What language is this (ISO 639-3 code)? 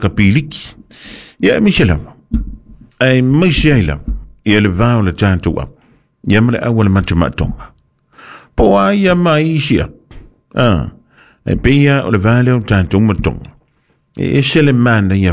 smo